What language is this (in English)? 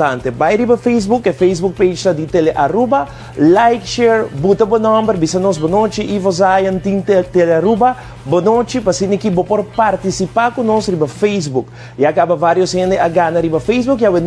Papiamento